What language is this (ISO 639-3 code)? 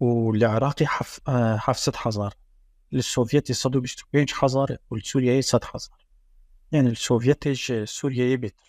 kur